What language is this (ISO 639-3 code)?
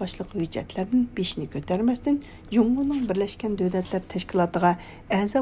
uig